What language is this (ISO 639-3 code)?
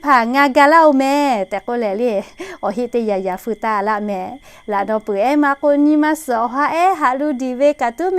lhu